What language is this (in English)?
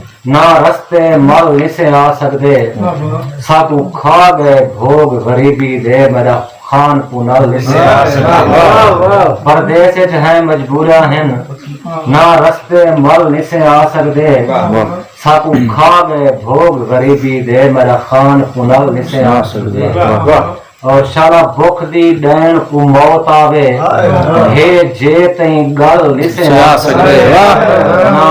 Saraiki